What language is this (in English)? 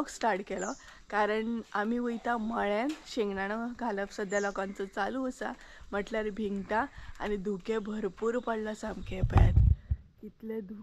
Konkani